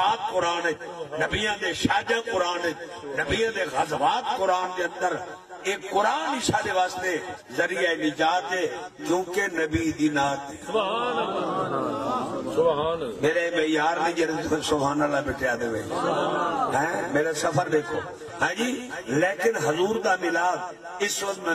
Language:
Saraiki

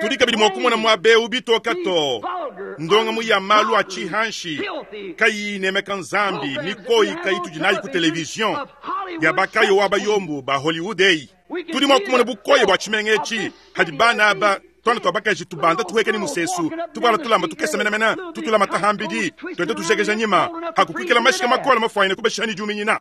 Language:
Luba-Lulua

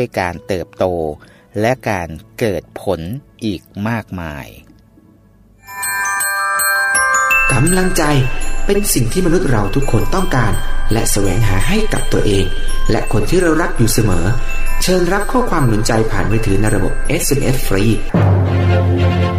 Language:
Thai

